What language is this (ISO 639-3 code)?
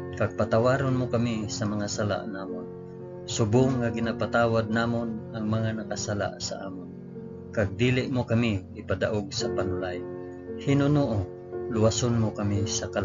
hil